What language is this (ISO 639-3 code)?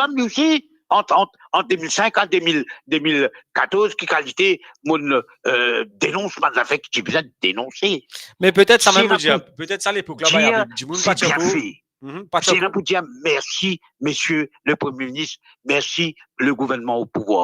mfe